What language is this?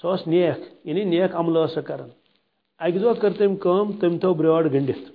Kashmiri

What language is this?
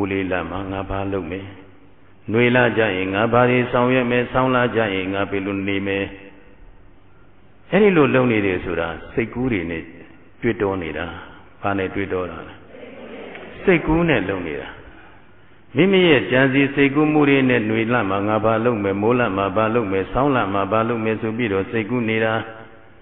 Burmese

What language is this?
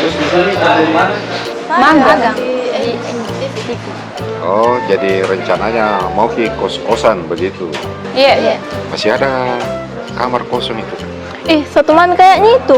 Makassar Malay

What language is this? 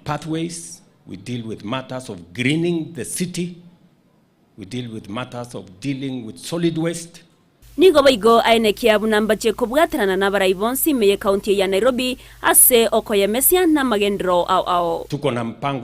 Gusii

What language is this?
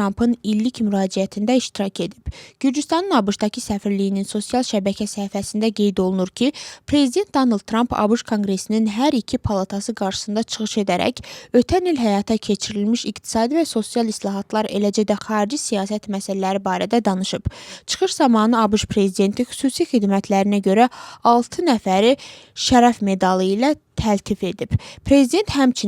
Azerbaijani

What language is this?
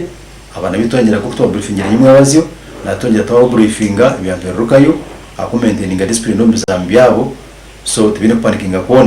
Nyankole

